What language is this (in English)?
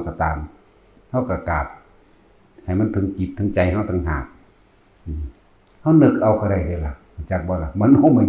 Northeastern Thai